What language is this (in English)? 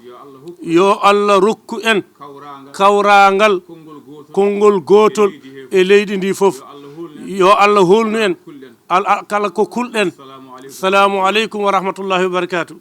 Fula